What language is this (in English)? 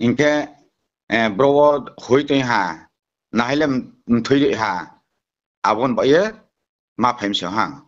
Riang (India)